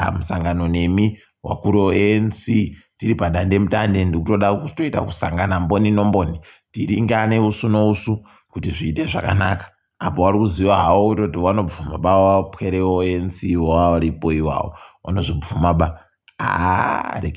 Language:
Ndau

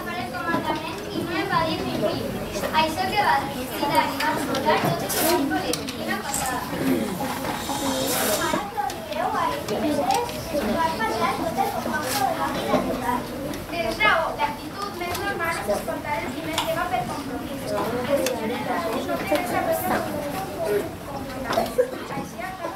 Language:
Catalan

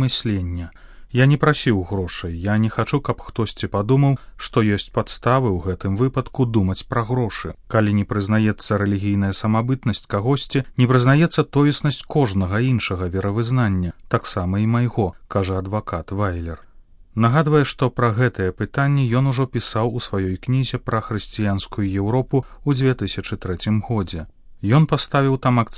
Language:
Belarusian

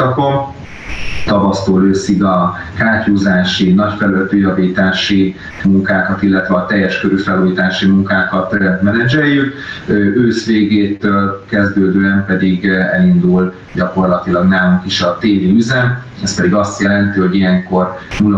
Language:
Hungarian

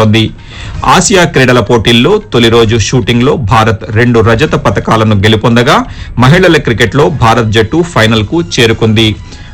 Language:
Telugu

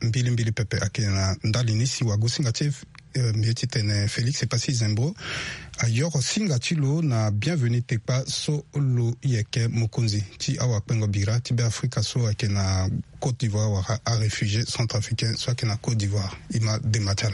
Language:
Sango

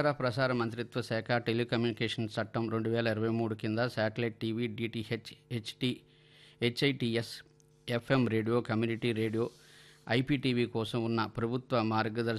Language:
Telugu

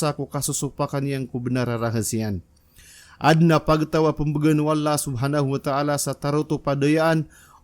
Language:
Maranao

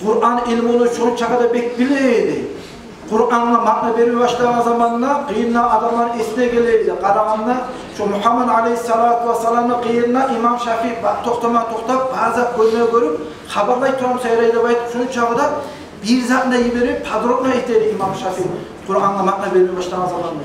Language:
Kumyk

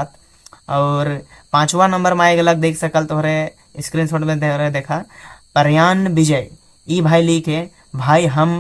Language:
Sadri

